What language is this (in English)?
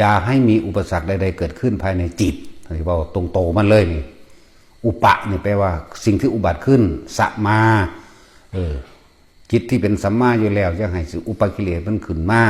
Lao